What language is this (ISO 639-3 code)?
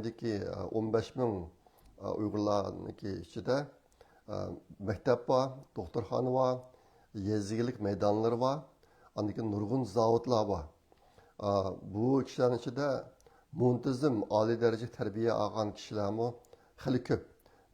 uig